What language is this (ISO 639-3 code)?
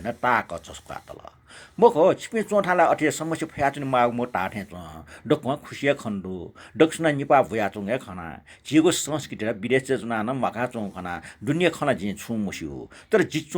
new